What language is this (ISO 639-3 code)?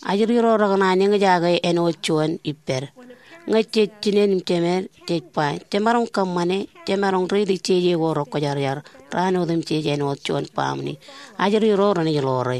mah